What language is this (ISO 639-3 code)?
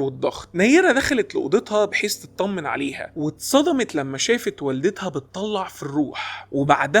arz